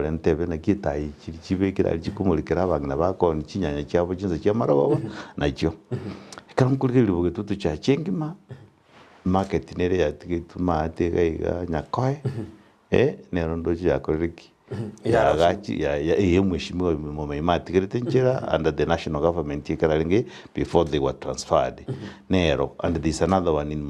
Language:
Gusii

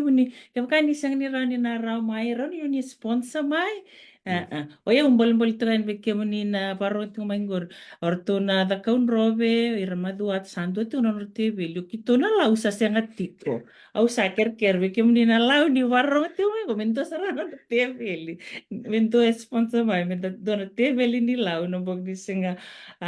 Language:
Fijian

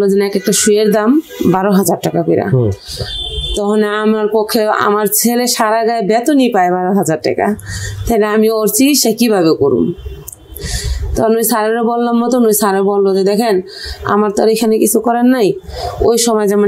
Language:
Bangla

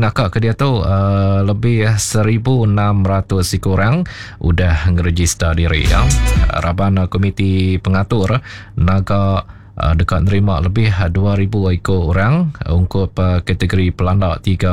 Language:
Iban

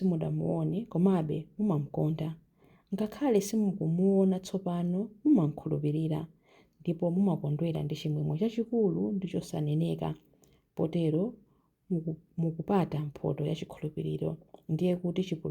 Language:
Nyanja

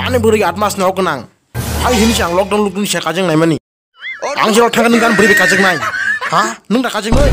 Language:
Kok Borok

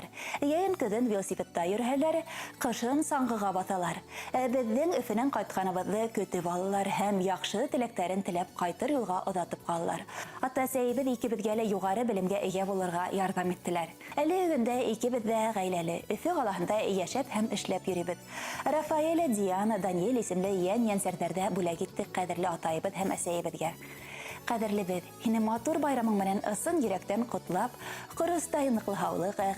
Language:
Bashkir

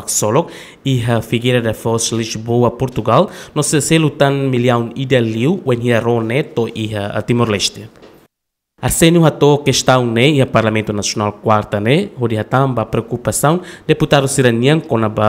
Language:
Tetum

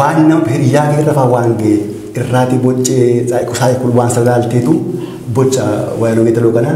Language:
Oromo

